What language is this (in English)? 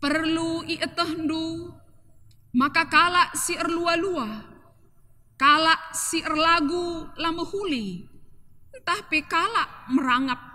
Batak Karo